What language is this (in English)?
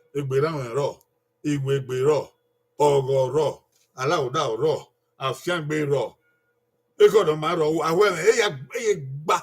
Bini